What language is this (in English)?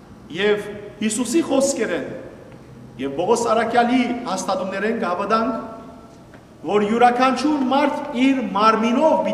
Western Armenian